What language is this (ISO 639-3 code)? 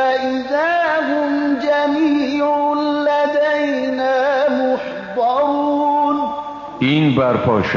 fas